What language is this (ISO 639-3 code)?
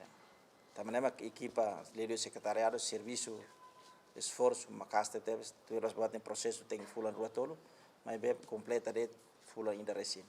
tet